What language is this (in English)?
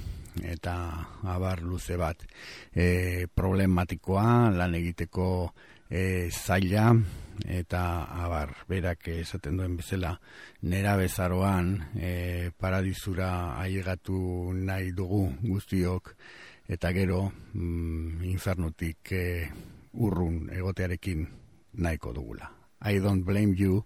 Basque